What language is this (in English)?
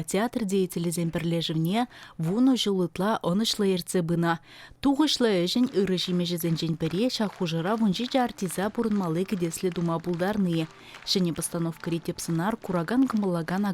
Chuvash